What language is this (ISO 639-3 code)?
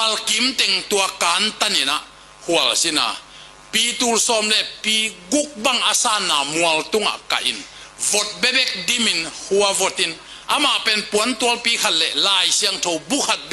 ctd